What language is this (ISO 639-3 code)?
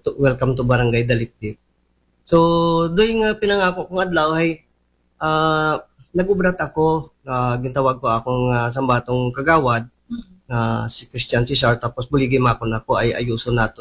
akl